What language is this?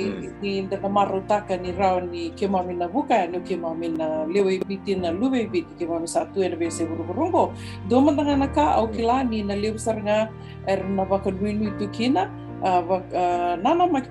Fijian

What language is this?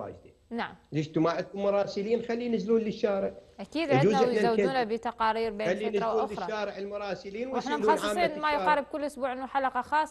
Mesopotamian Arabic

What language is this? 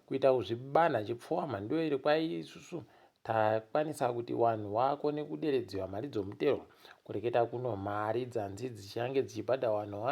Ndau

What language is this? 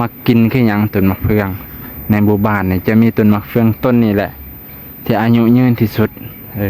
Lao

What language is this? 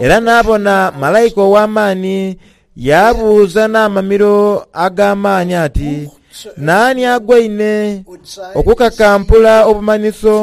Soga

